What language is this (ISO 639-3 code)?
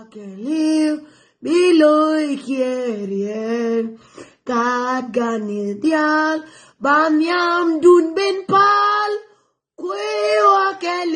nus